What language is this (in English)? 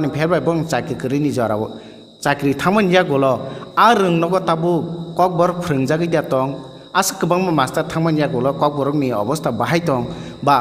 Kok Borok